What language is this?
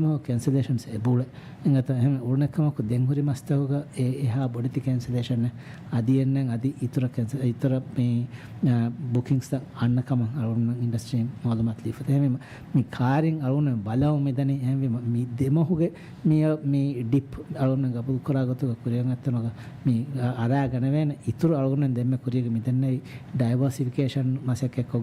Divehi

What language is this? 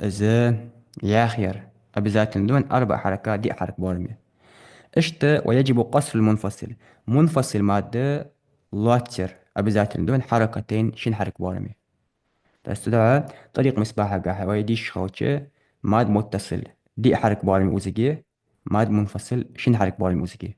Ingush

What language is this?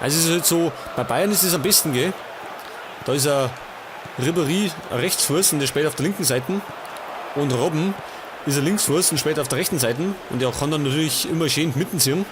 Bavarian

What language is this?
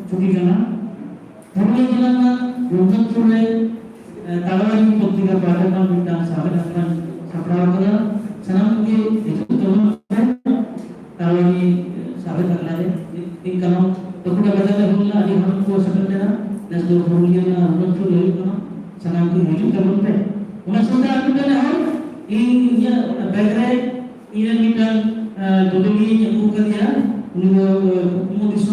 Santali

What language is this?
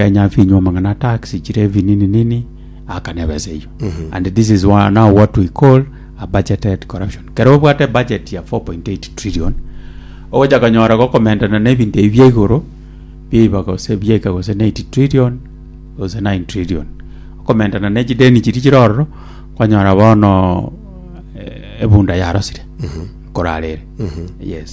Gusii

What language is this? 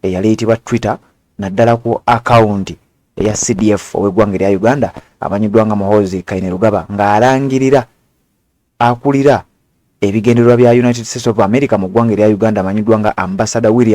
Ganda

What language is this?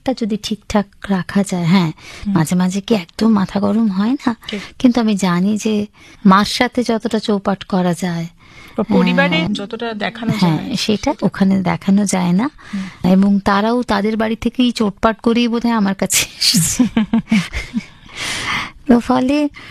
Bangla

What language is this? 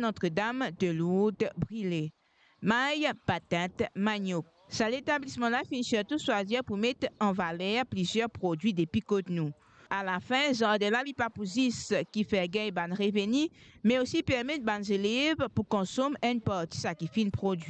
Morisyen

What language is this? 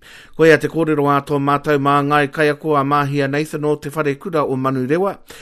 Māori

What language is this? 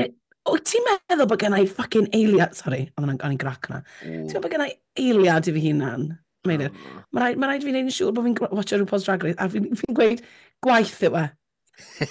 Welsh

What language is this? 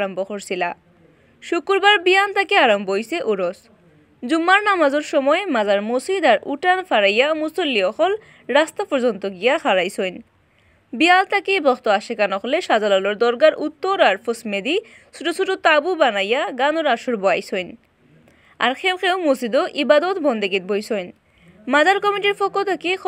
Sylheti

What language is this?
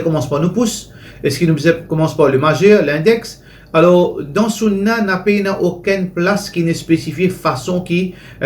Morisyen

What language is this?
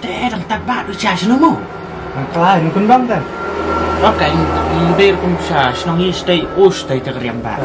Khasi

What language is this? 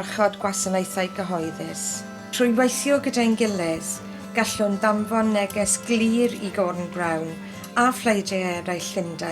Welsh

